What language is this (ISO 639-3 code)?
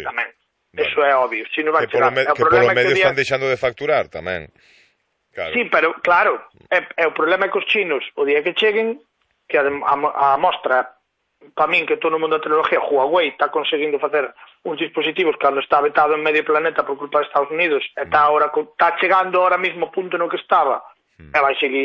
glg